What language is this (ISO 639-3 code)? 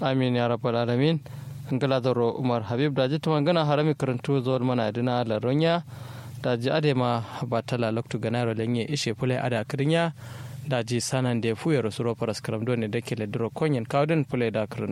kau